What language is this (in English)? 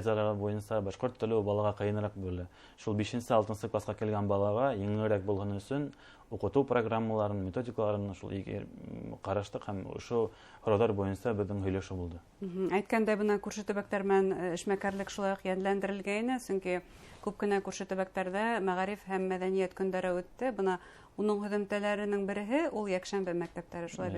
Bashkir